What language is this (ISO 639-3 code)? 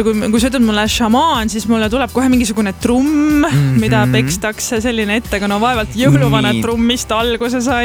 est